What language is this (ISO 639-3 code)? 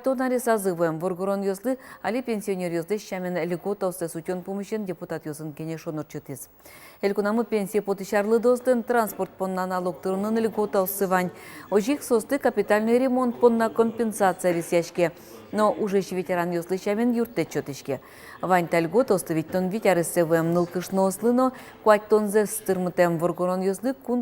udm